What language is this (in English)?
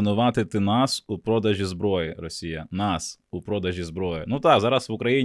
Ukrainian